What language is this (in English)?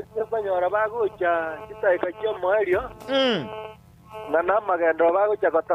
Gusii